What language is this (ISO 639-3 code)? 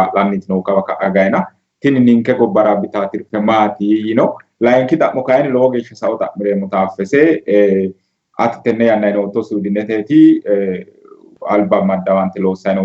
sid